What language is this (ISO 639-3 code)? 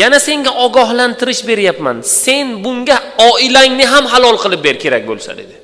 uzb